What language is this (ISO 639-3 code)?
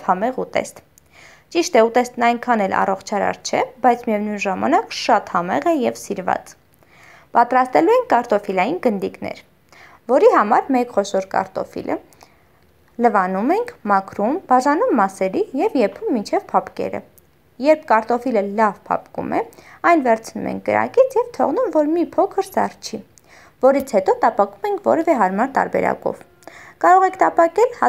hye